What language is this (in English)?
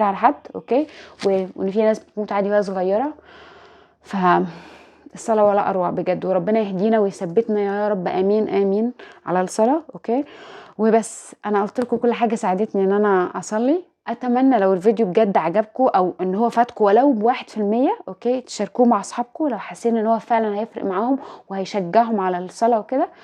Egyptian Arabic